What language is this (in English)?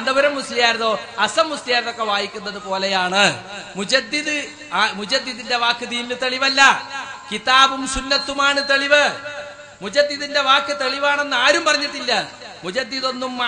Malayalam